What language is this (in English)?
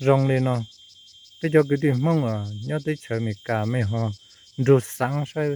Hmong